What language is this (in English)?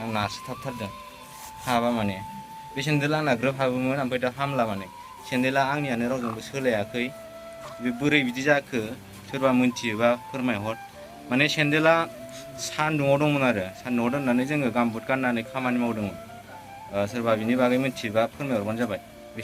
Bodo